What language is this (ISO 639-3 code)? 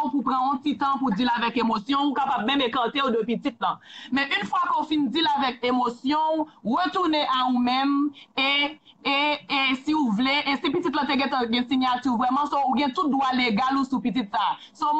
hat